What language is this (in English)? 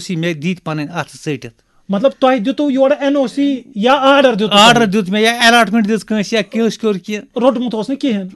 Kashmiri